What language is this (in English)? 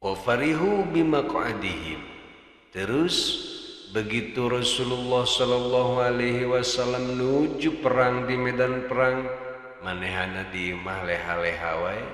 Sundanese